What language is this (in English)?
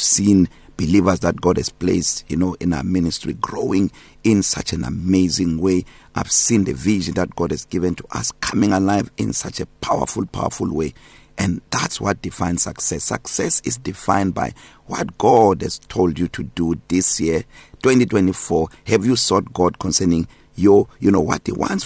English